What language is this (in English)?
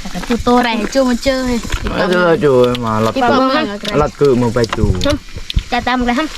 Lao